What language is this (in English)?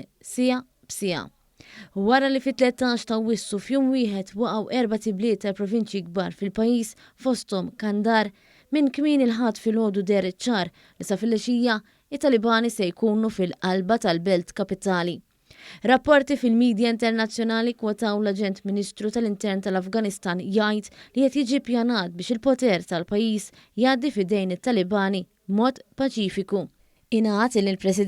Maltese